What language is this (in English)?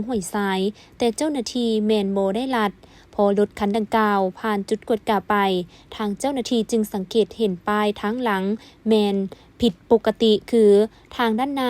Lao